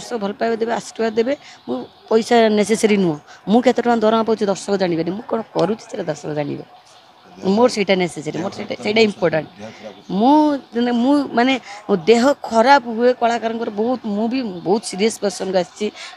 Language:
Odia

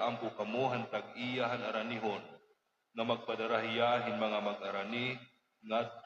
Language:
Waray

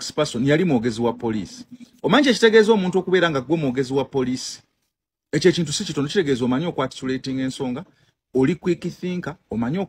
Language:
Ganda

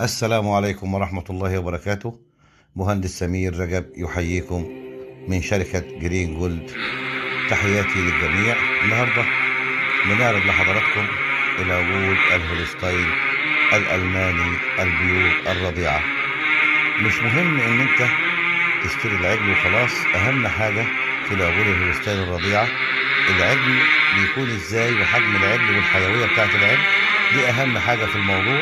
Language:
Egyptian Arabic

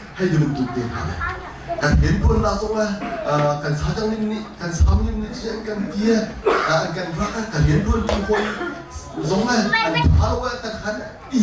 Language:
Hakha Chin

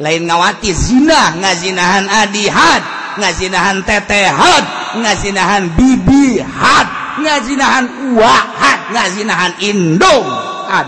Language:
Sundanese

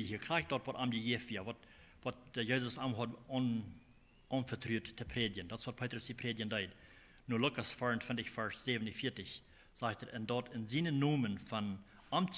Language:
Plautdietsch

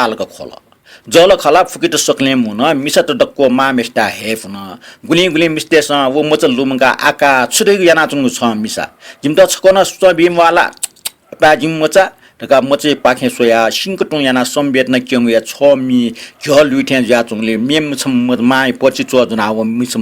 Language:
Newari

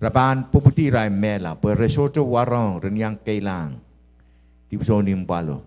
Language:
Pohnpeian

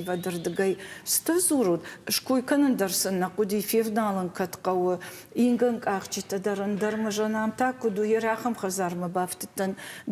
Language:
Ossetic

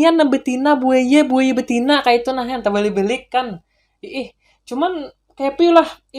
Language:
Banjar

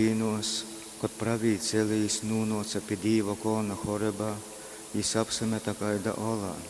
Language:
Latgalian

